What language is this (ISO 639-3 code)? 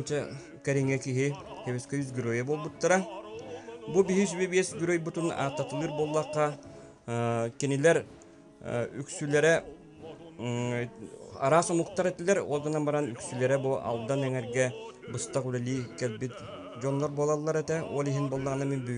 sah